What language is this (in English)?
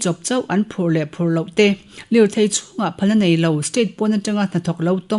Mizo